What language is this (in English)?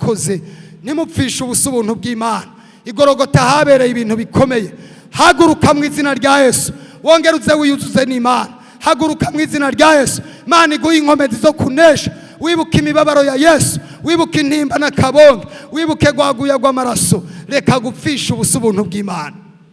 Rundi